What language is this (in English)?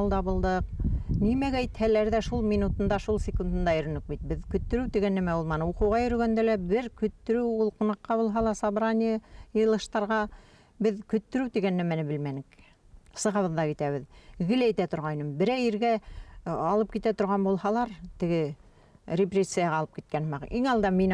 Bashkir